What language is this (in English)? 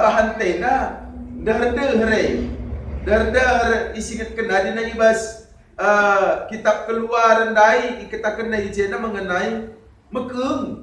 Batak Karo